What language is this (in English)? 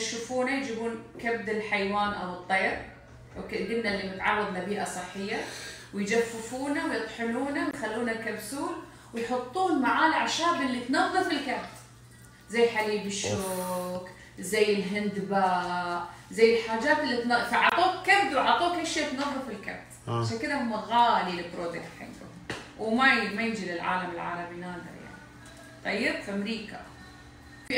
Gulf Arabic